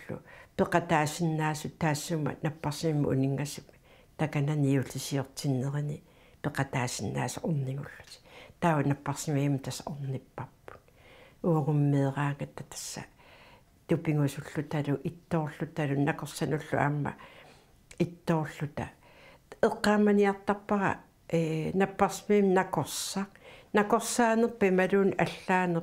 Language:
Kalaallisut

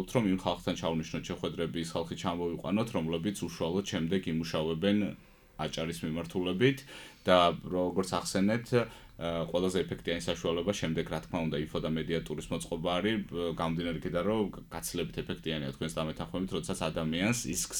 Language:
Georgian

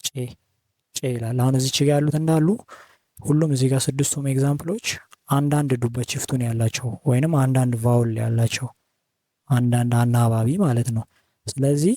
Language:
Amharic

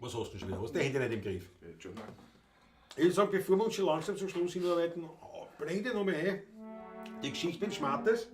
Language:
Bavarian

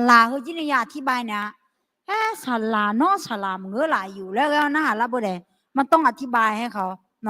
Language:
Akha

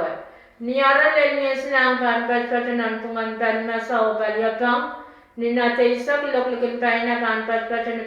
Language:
Pohnpeian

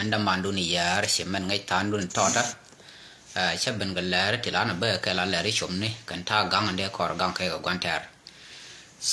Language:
Nuer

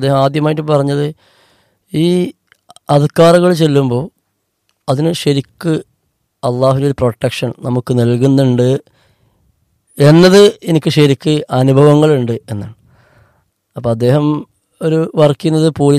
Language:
Malayalam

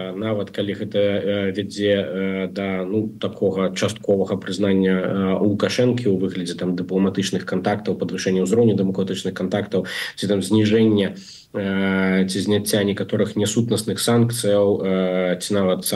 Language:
Belarusian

